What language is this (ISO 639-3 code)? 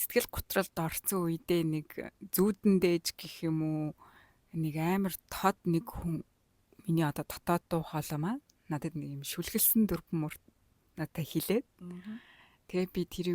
mon